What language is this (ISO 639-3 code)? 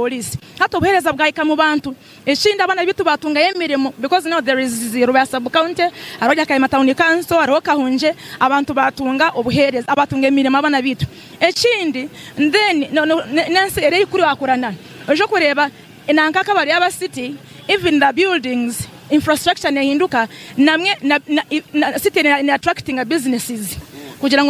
nyn